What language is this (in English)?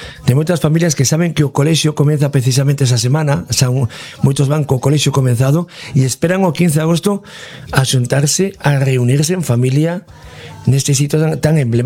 Galician